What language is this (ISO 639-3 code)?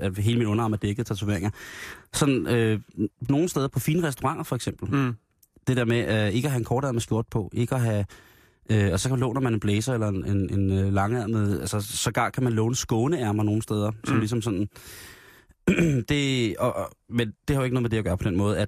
dan